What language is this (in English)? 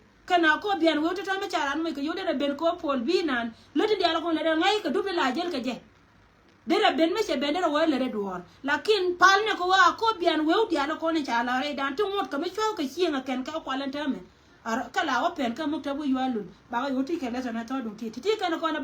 Nuer